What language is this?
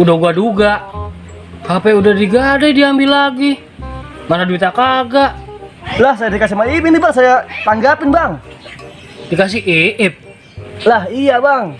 Betawi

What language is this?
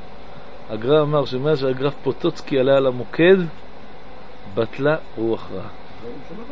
Hebrew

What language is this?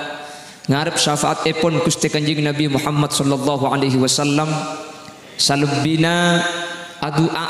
Madurese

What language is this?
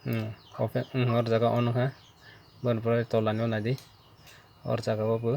Kok Borok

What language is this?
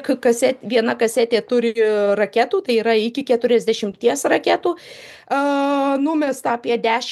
Lithuanian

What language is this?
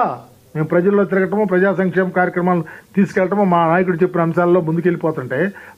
Telugu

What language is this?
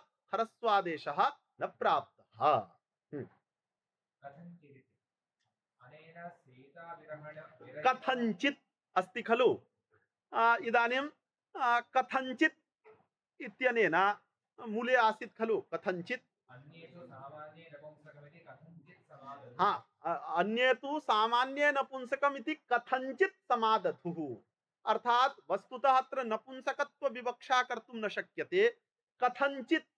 Sanskrit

